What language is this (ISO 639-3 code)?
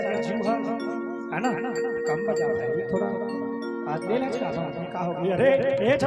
hne